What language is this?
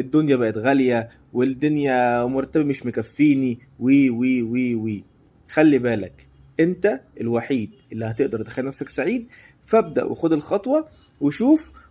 Egyptian Arabic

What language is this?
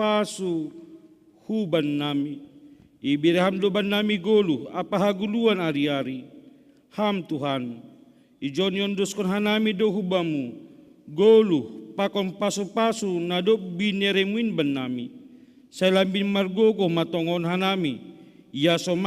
Batak Simalungun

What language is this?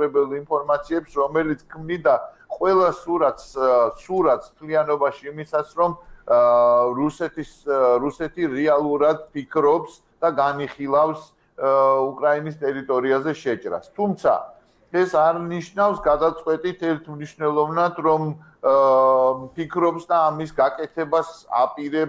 Georgian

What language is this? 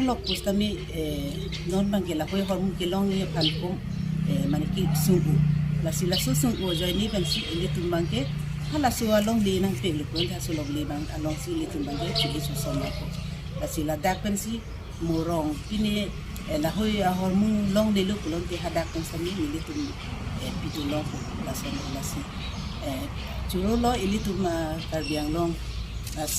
Karbi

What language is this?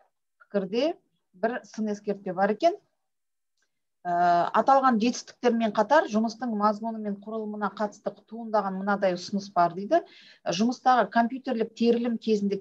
Kazakh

